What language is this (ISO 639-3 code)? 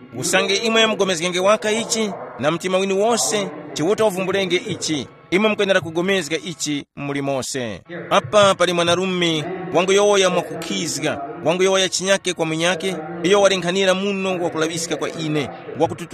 tum